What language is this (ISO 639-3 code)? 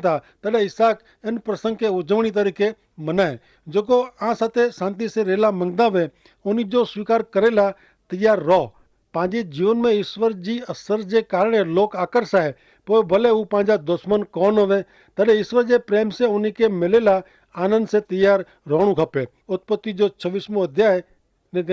kfr